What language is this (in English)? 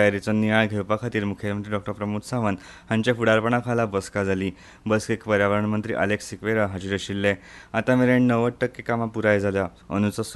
Konkani